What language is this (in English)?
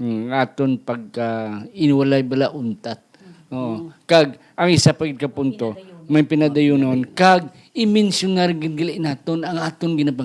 Hiligaynon